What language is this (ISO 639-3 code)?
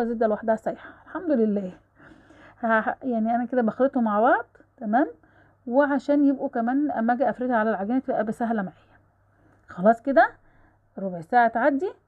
arz